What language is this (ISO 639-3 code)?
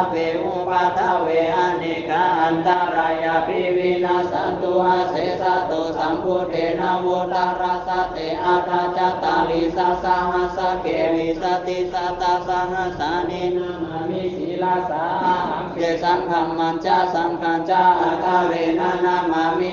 pli